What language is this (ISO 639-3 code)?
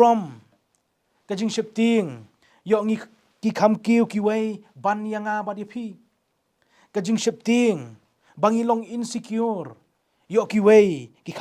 kha